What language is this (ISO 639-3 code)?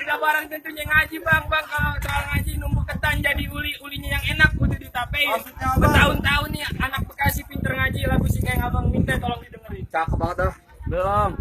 bew